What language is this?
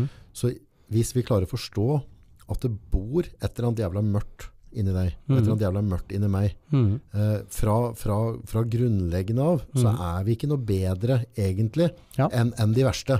Norwegian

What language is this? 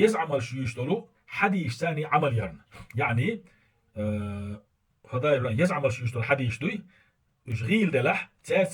Chechen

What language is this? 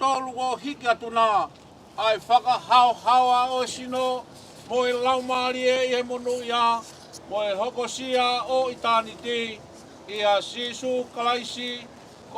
Tongan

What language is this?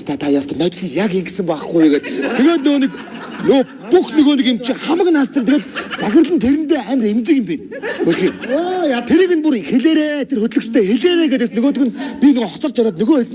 Mongolian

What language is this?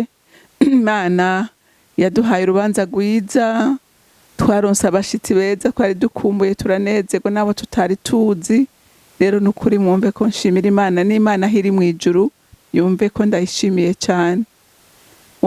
Rundi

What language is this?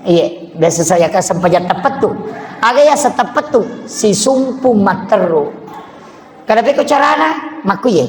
Buginese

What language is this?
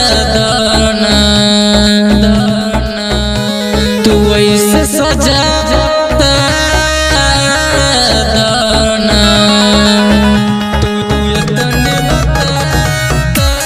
Bhojpuri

